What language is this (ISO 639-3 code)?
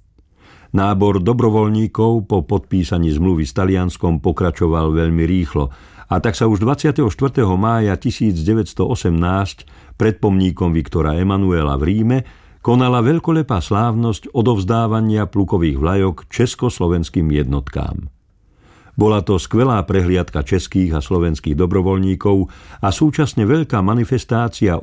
slk